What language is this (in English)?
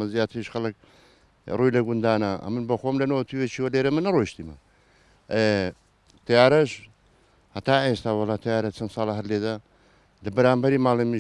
Central Kurdish